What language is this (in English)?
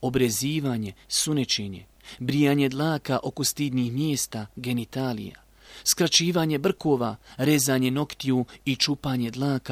Bosnian